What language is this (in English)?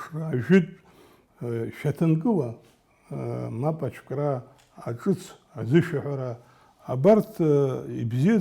Abkhazian